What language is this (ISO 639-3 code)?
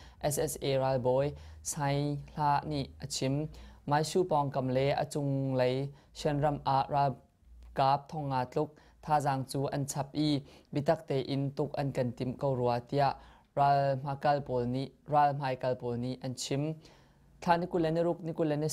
cnh